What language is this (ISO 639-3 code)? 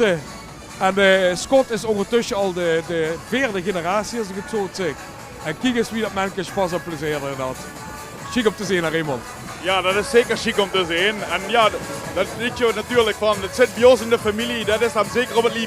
lim